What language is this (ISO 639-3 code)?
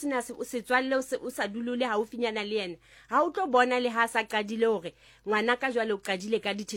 sot